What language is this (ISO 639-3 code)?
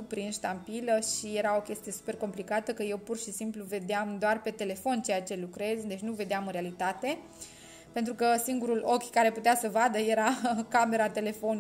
ron